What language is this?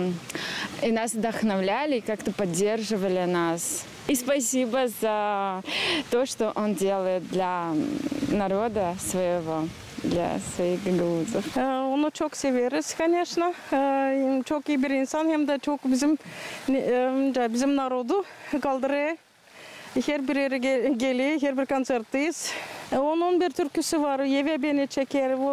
Gagauz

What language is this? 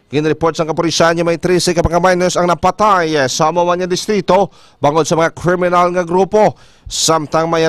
Hiligaynon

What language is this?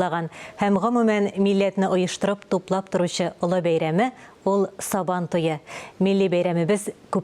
Tatar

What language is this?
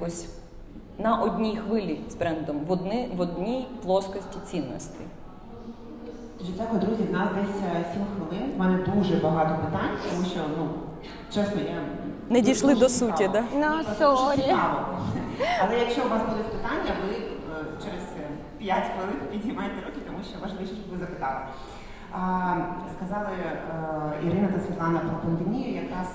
Ukrainian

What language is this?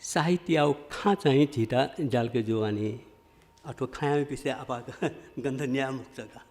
Newari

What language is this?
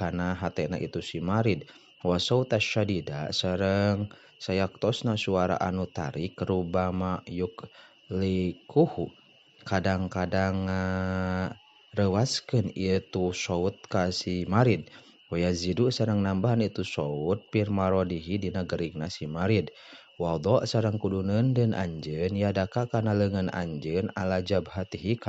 Sundanese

